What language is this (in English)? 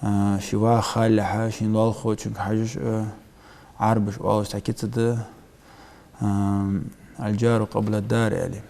Ingush